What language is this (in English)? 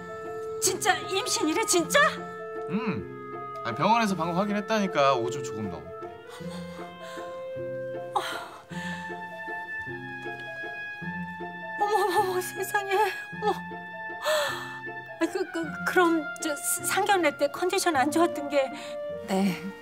Korean